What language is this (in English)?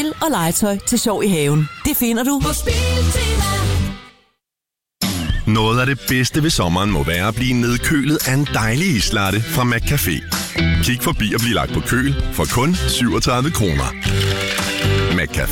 Danish